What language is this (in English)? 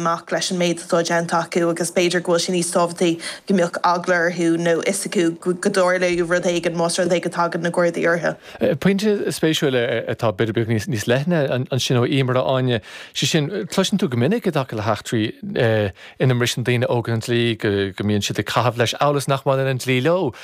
Irish